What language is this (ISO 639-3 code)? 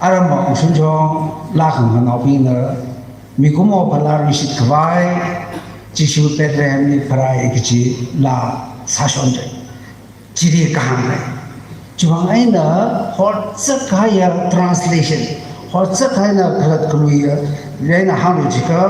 nmf